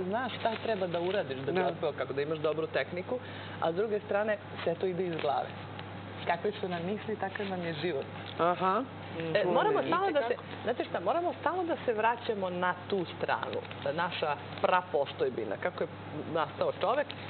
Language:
Serbian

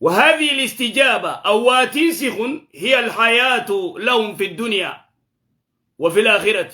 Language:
Oromo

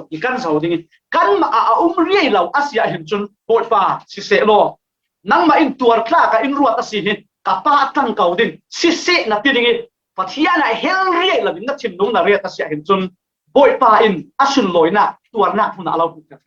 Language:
Falam Chin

